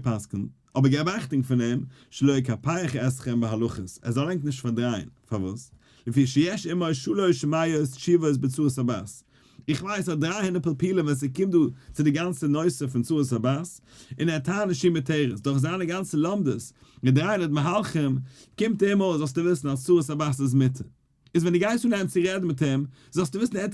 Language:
Yiddish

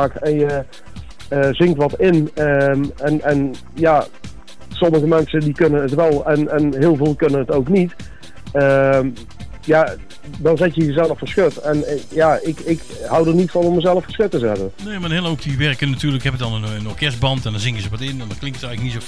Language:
Dutch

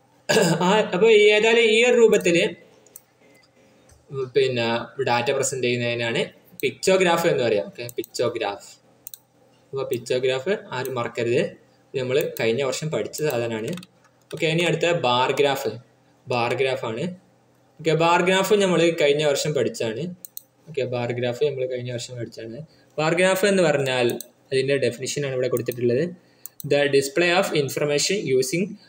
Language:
Malayalam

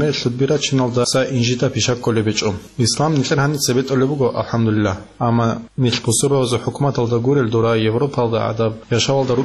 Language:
Avaric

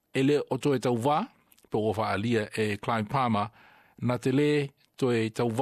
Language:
Samoan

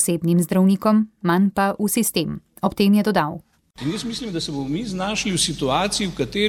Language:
Slovenian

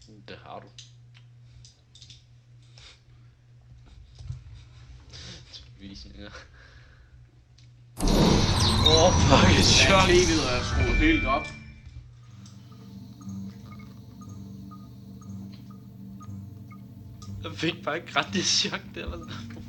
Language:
Danish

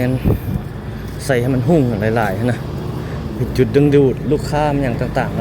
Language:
Lao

